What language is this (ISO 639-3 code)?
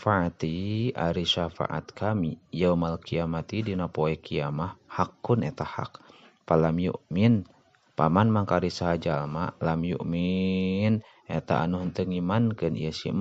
sun